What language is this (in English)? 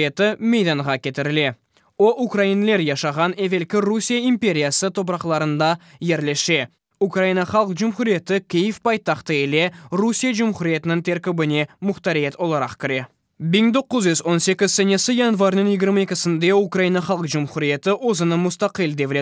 Crimean Tatar